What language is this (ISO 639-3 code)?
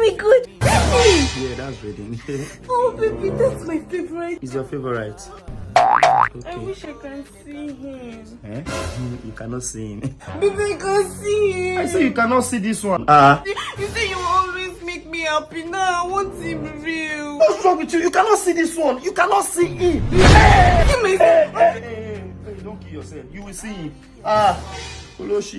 pcm